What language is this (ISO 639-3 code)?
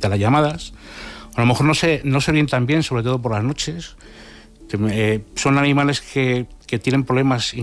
spa